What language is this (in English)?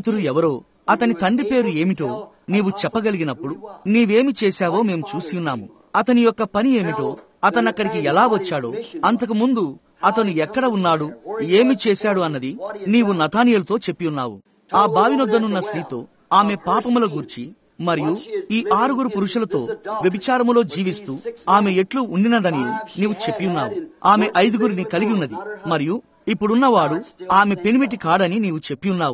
Telugu